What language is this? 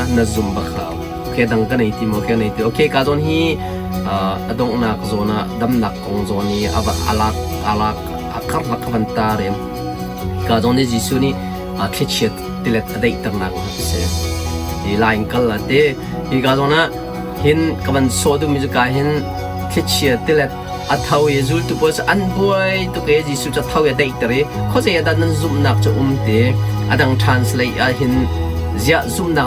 Hakha Chin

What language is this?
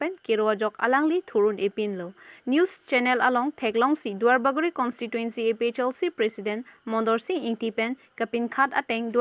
Karbi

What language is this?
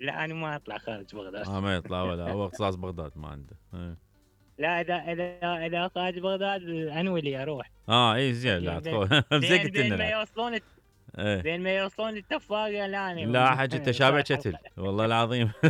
Mesopotamian Arabic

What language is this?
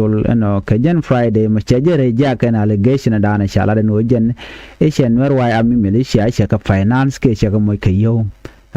Nuer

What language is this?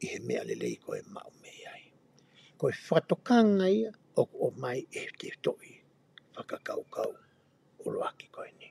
Tongan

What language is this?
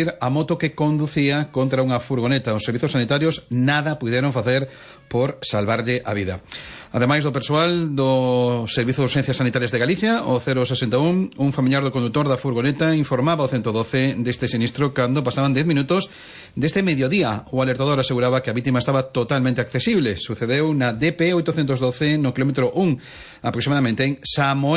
Galician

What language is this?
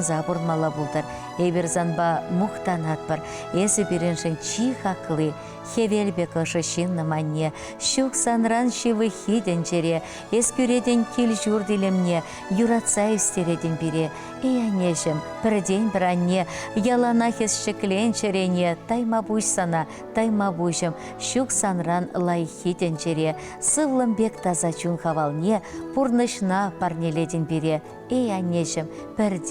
Chuvash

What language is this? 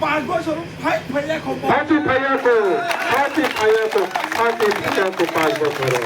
Kok Borok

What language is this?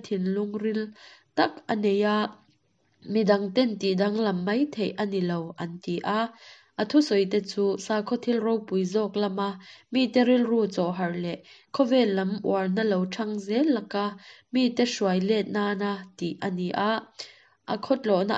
Mizo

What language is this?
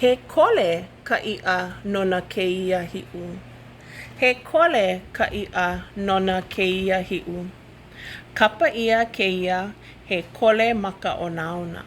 Hawaiian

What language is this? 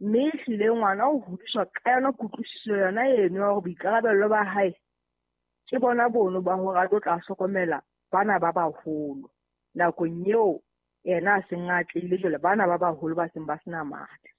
Southern Sotho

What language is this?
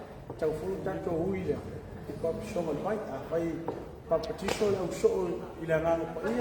Samoan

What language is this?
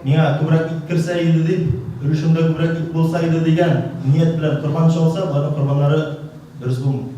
Tatar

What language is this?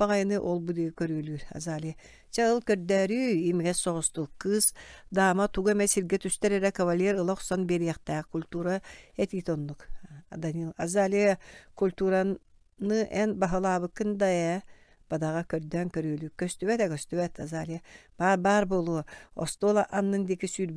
Yakut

